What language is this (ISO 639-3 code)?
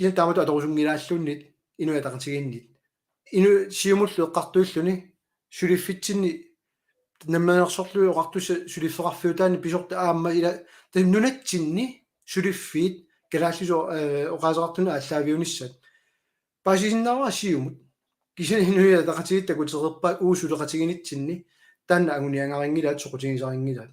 kal